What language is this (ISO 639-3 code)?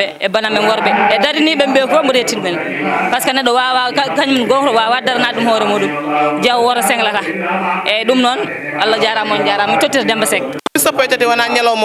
ful